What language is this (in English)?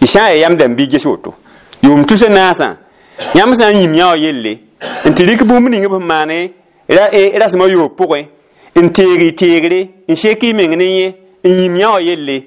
Mossi